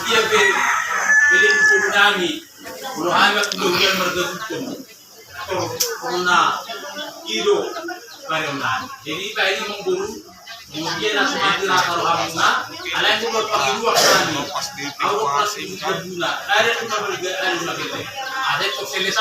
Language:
Batak Toba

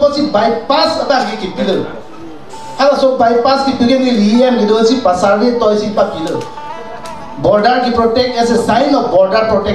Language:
Karbi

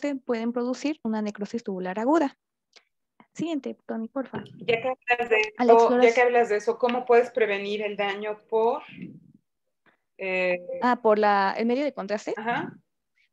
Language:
Spanish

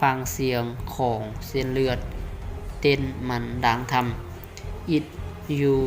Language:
Lao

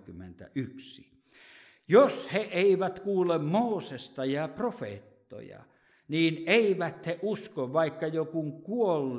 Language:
Finnish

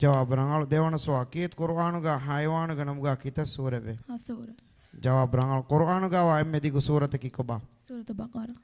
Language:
Divehi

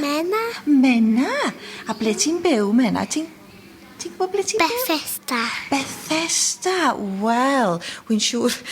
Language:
Welsh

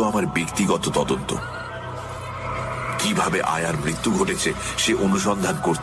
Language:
Bangla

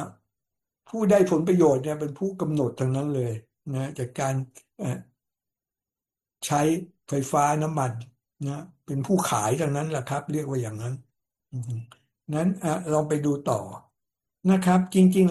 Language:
Thai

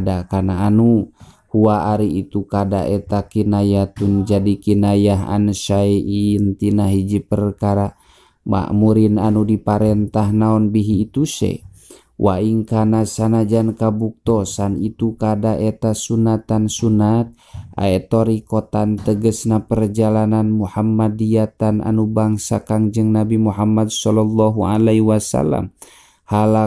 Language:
Sundanese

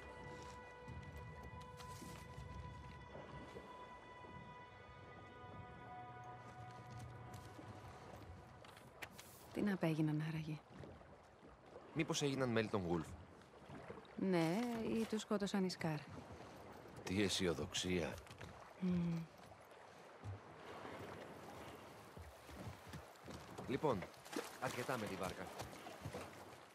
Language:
Greek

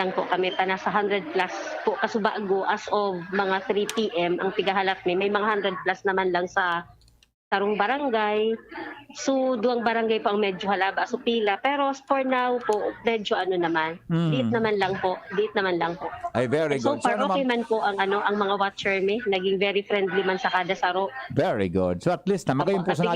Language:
Bikol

